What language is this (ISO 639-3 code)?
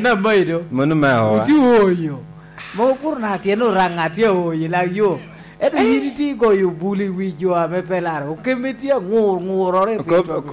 laj